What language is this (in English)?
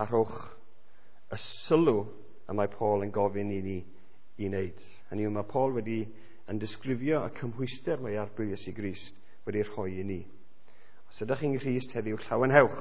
Welsh